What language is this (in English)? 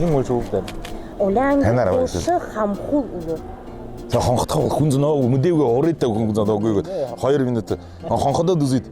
Buriat